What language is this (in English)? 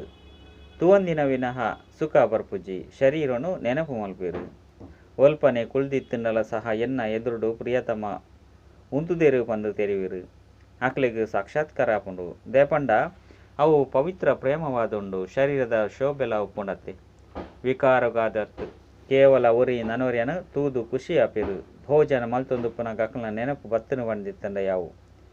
Tulu